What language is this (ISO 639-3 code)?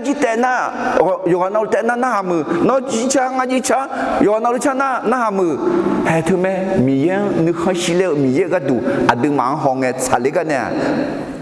ahk